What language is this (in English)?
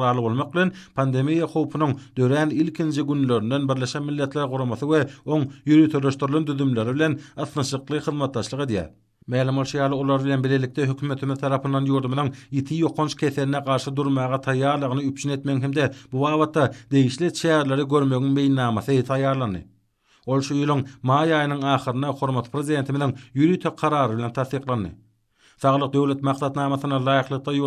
Turkmen